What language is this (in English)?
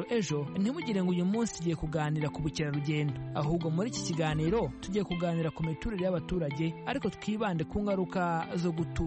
Kinyarwanda